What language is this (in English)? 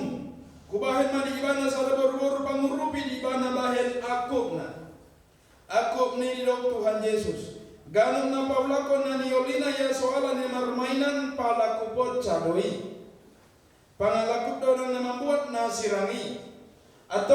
Batak Toba